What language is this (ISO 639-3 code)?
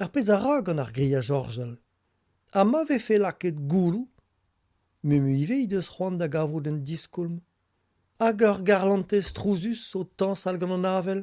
bre